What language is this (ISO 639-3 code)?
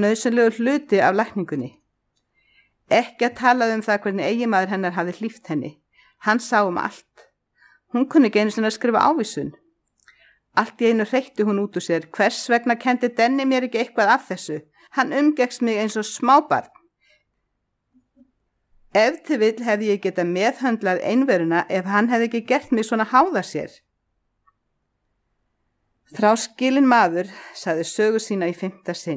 isl